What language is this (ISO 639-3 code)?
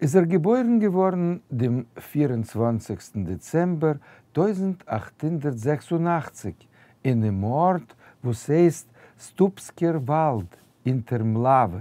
yid